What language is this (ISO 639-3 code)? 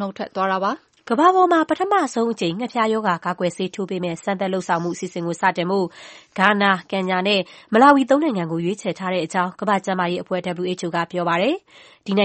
mya